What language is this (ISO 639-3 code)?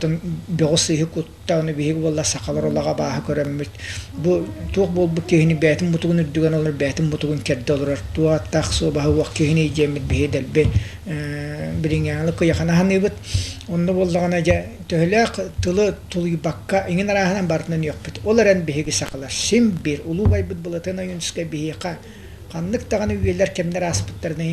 sah